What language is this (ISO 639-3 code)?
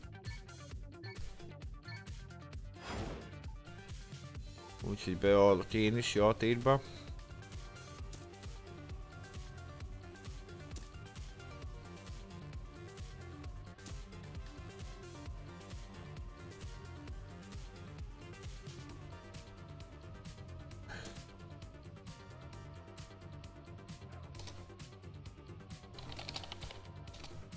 hun